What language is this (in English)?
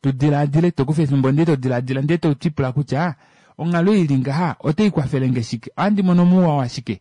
Kuanyama